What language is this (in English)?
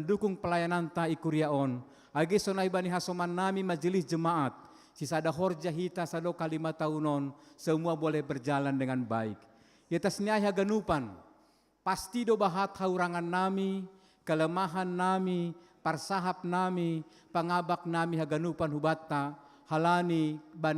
Batak Simalungun